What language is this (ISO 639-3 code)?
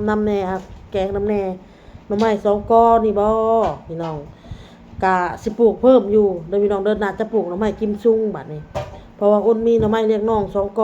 tts